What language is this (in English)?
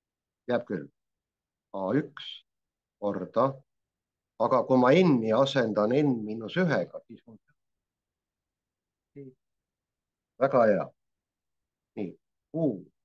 Estonian